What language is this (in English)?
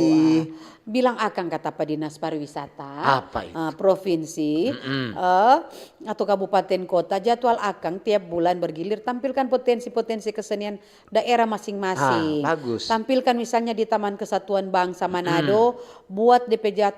Manado Malay